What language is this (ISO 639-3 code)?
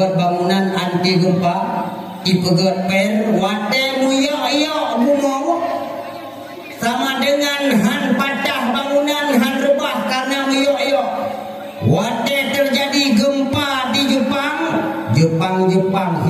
ace